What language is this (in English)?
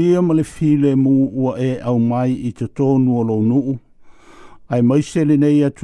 Samoan